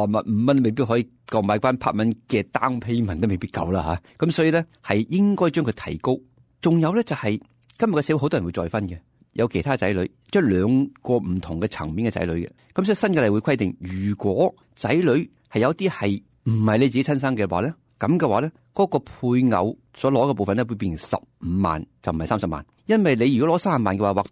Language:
Cantonese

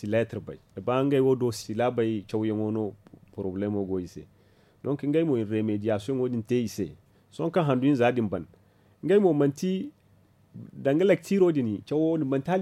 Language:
Zarma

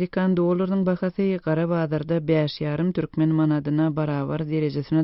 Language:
Turkmen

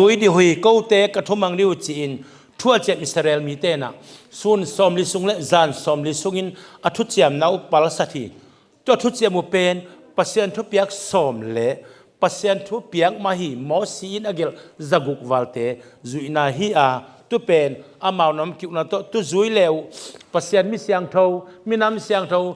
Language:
Tedim Chin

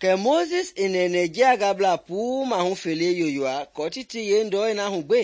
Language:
Mende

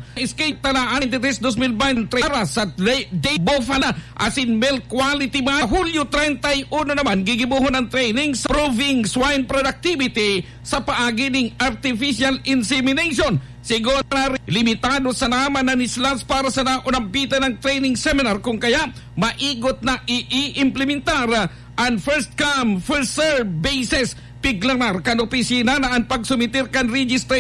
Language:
Bikol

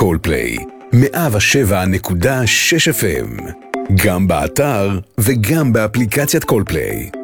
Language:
Hebrew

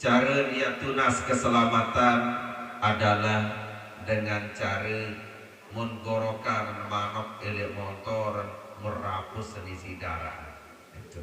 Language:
Sasak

